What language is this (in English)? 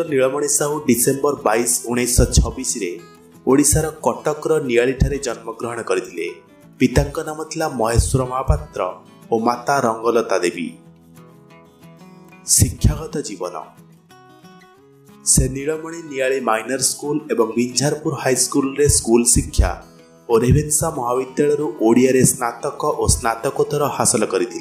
Odia